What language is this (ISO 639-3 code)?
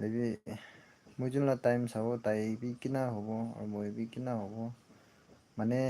nag